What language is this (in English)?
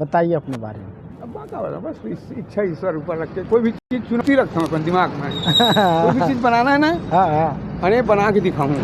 Chhattisgarhi